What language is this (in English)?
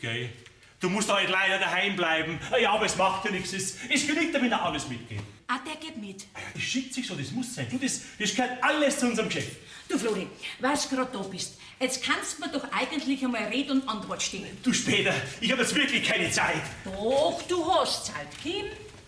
Bavarian